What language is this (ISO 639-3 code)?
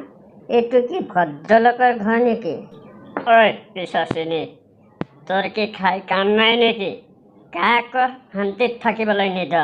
asm